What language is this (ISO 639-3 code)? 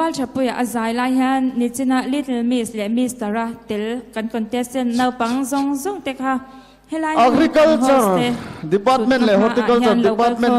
cnh